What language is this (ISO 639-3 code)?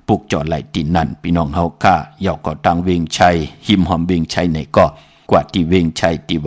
shn